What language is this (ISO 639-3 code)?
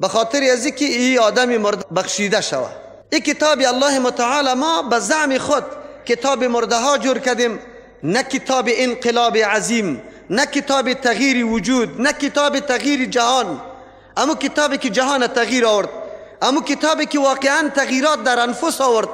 fas